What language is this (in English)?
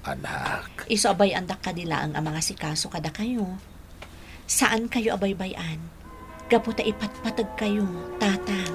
Iloko